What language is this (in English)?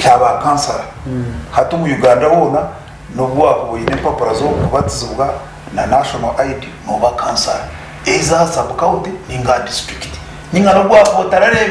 Nyankole